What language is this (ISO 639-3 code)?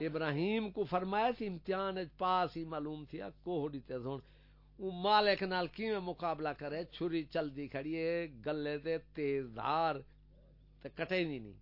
skr